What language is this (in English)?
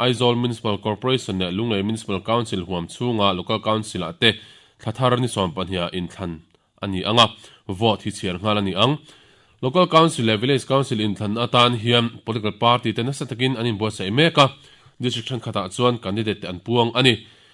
Mizo